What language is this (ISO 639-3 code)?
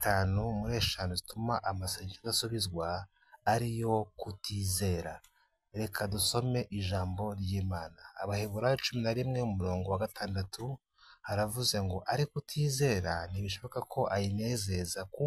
kin